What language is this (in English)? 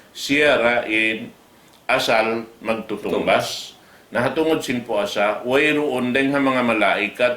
Tausug